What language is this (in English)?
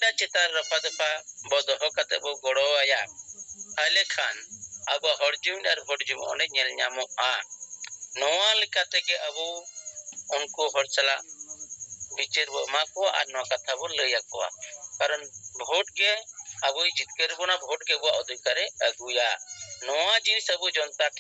Santali